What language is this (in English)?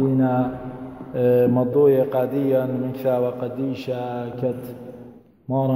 Assyrian Neo-Aramaic